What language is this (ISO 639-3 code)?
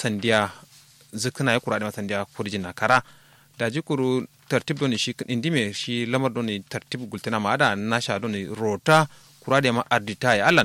kau